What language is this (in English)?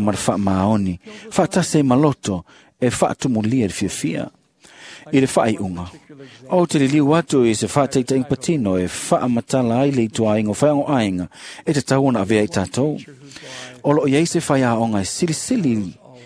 Samoan